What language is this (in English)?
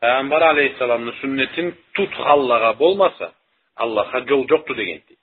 Karachay-Balkar